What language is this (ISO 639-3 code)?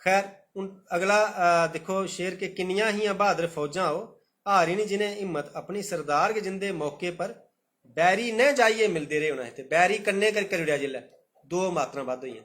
doi